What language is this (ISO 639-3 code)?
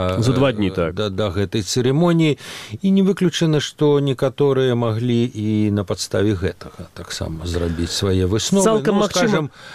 bel